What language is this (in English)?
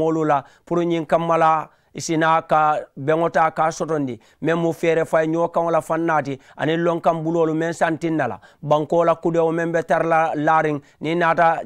Mandingo